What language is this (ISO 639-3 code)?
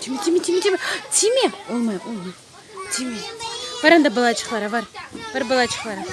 crh